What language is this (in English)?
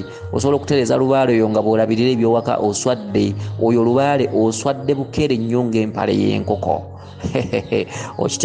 Ganda